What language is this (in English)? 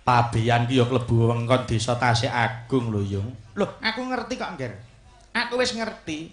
Javanese